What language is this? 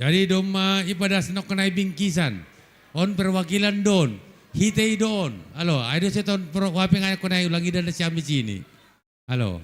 Batak Simalungun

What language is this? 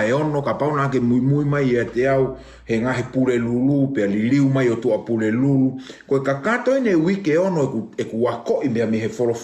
Tongan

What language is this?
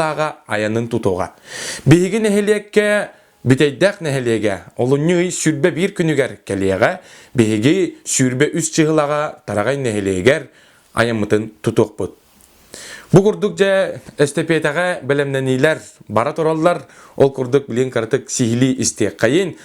Yakut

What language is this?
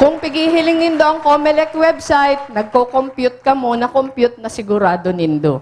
Bikol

